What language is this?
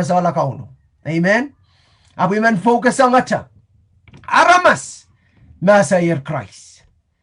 Pohnpeian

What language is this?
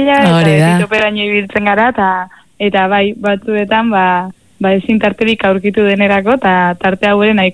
Basque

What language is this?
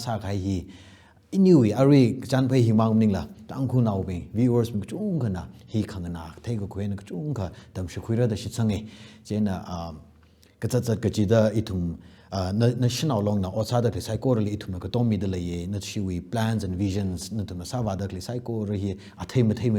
Tangkhul Naga (India)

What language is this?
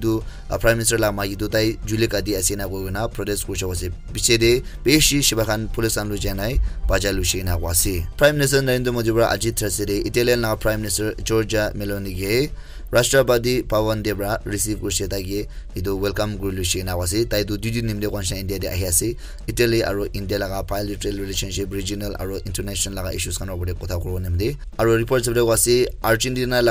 Naga Pidgin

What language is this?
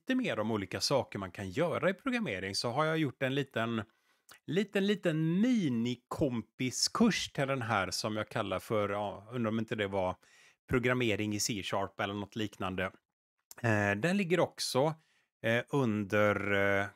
Swedish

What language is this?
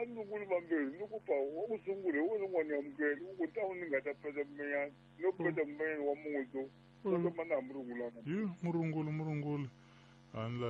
Tsonga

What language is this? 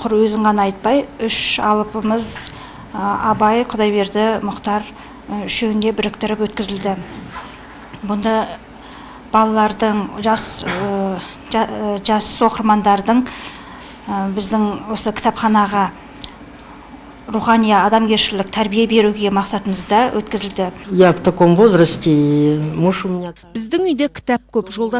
Kazakh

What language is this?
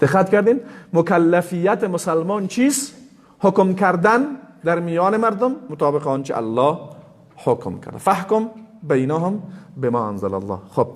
Persian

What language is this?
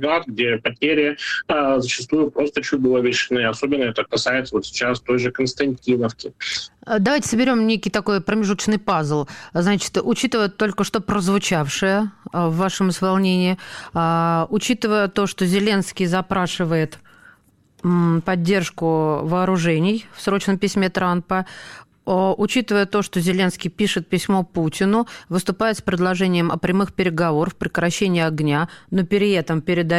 Russian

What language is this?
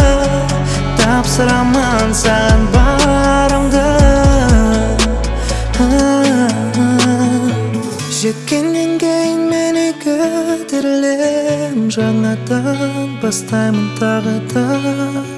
Kazakh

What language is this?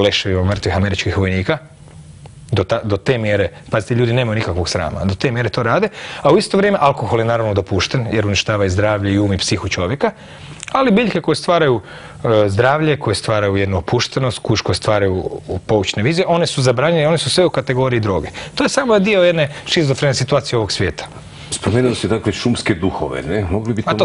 Croatian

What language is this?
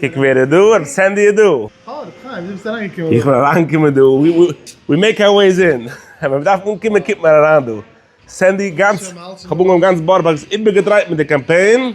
Yiddish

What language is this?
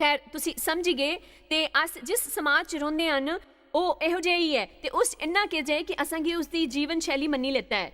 Dogri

